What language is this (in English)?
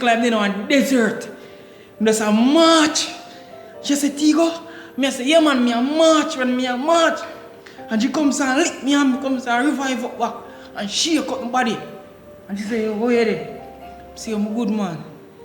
Jamaican Creole English